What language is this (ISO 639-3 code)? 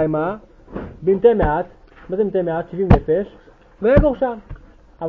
heb